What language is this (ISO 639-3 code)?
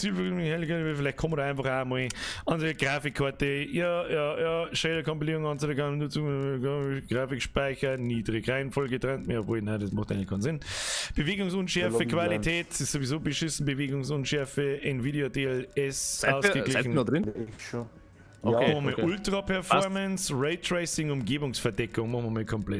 bar